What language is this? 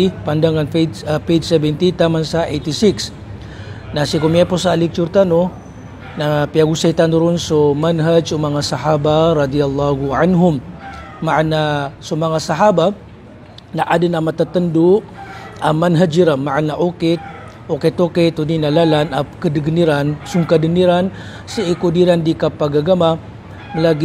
Maranao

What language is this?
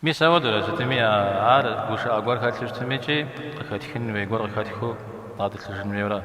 Kabardian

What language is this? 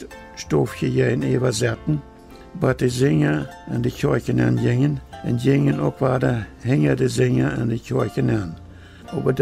Plautdietsch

